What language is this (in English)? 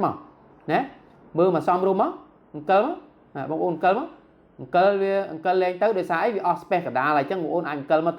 Khmer